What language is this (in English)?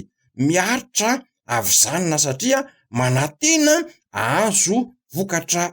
Malagasy